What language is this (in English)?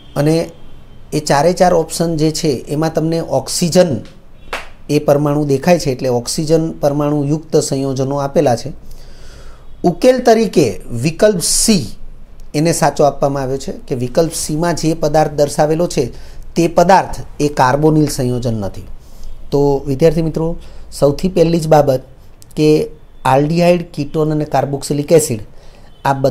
Gujarati